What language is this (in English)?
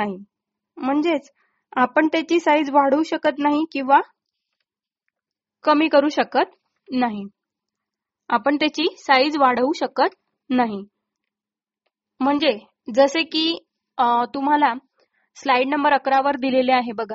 Marathi